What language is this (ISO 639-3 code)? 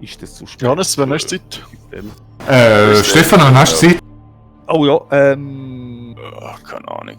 gsw